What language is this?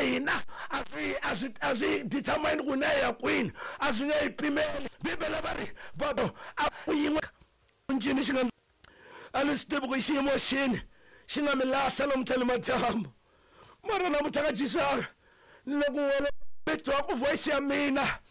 Tsonga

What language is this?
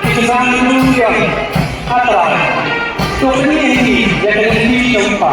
Khasi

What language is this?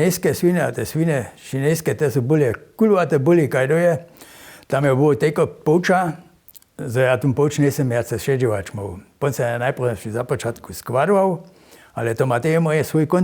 Upper Sorbian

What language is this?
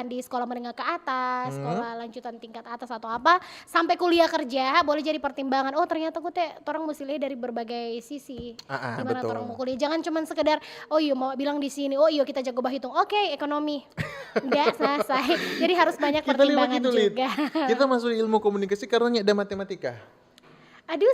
Manado Malay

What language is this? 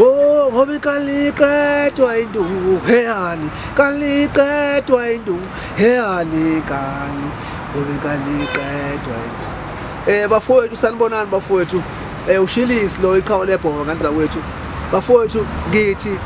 Zulu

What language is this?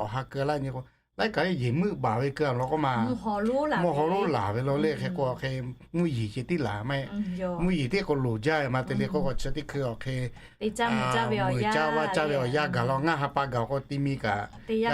Lahu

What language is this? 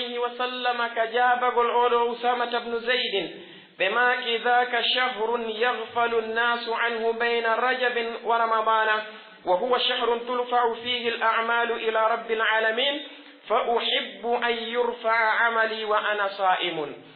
Pular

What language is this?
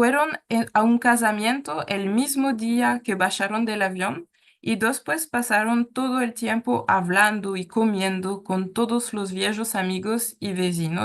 Ladino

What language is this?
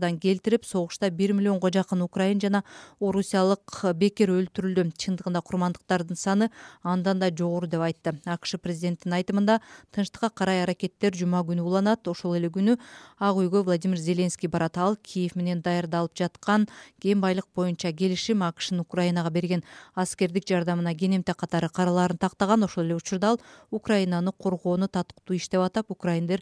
Kyrgyz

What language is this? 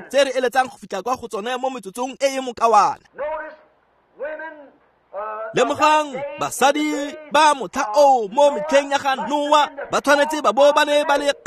Tswana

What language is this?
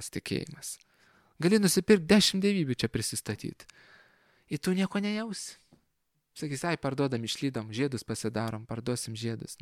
Lithuanian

